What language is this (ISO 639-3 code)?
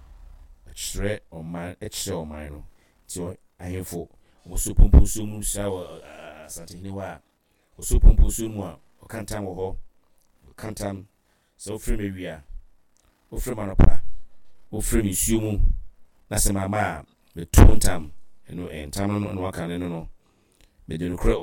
aka